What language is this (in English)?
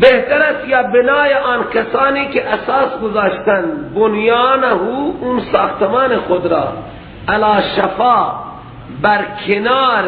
Persian